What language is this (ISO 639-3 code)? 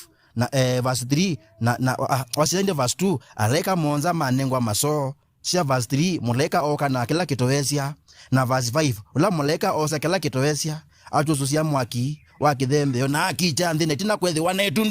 kam